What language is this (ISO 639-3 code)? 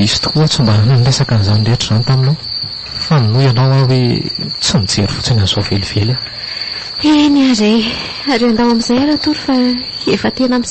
mlg